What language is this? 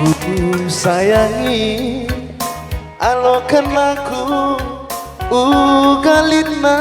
Batak Karo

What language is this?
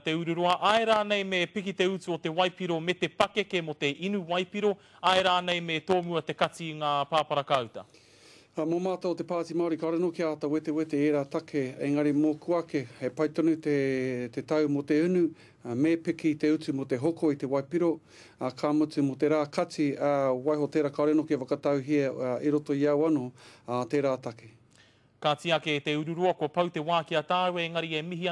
Māori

